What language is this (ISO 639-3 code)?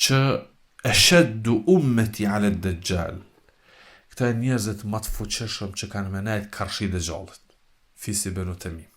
sqi